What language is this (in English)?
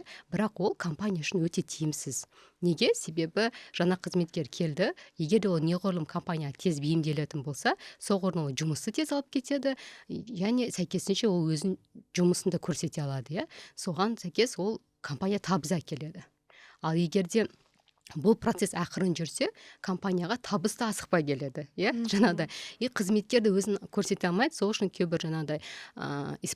Kazakh